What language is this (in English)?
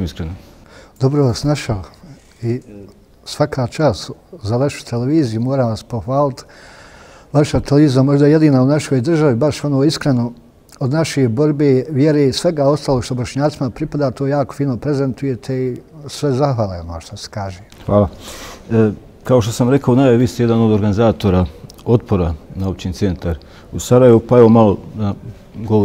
Bosnian